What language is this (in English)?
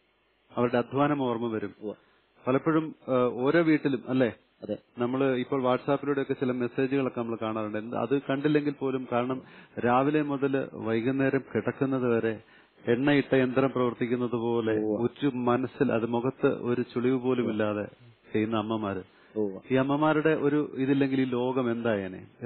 Malayalam